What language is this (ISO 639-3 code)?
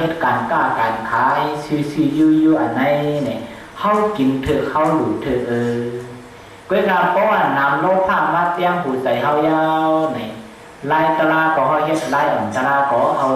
shn